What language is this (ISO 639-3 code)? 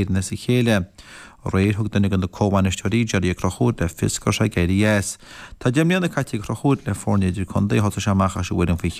gle